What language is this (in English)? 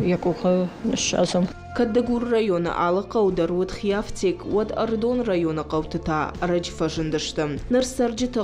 Ossetic